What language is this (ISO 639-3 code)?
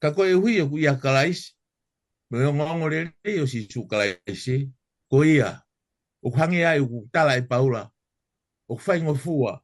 ton